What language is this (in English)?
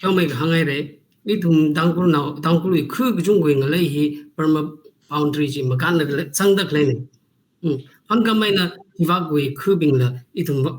Tangkhul Naga (India)